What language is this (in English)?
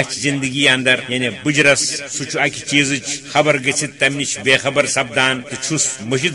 Kashmiri